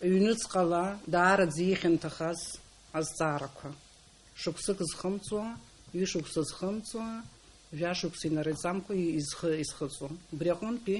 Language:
Abkhazian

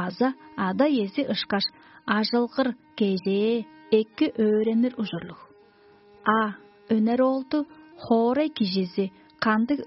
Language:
Tuvinian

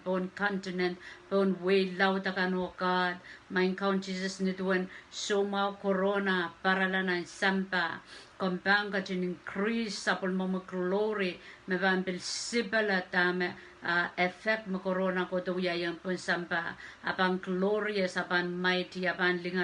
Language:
Pohnpeian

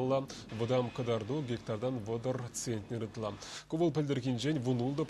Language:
Chuvash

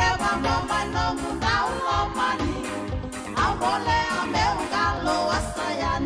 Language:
Fijian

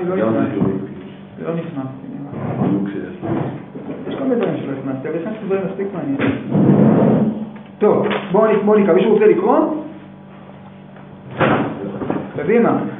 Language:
Hebrew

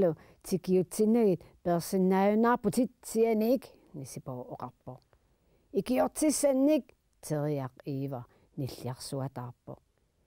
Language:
Kalaallisut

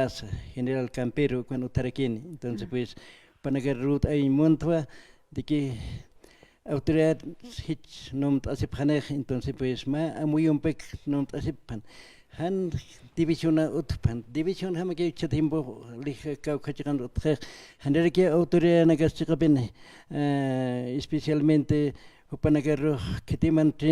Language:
Aymara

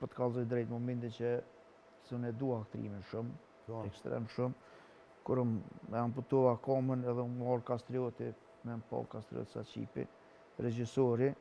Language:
Albanian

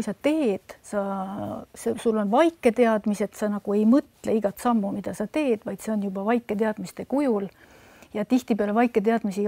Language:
Estonian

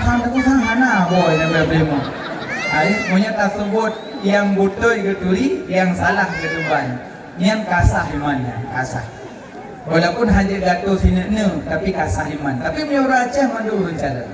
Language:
Achinese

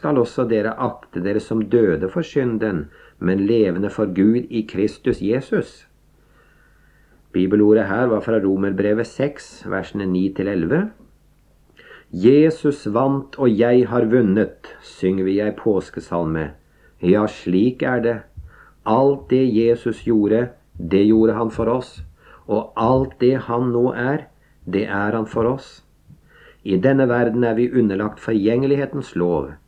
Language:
Norwegian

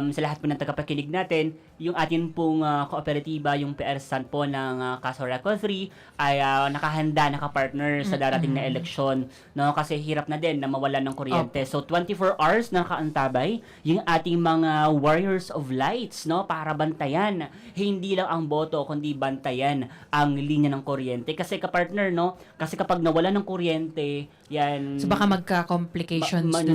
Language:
Bikol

